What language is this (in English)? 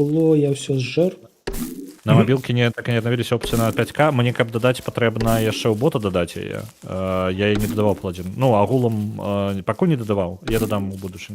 Belarusian